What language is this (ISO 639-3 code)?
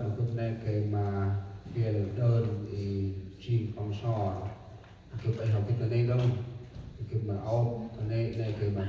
cmo